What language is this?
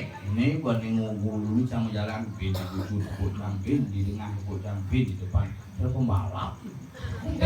Balinese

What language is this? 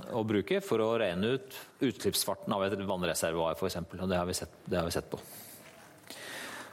Norwegian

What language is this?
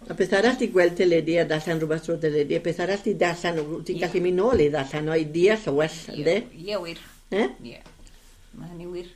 Welsh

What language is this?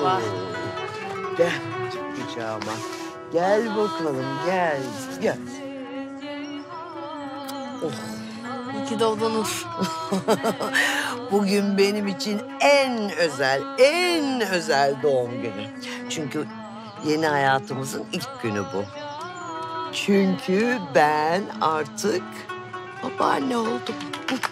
Turkish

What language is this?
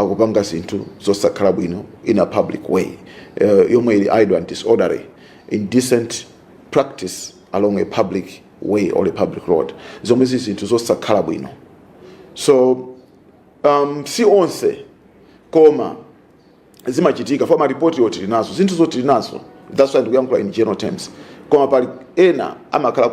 Nyanja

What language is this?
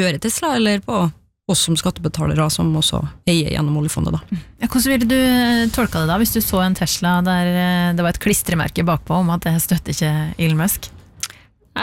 Norwegian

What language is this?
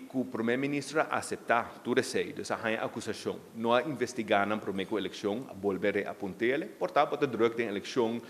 Papiamento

